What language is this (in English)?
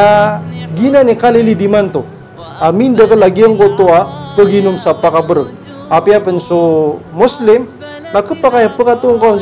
Maranao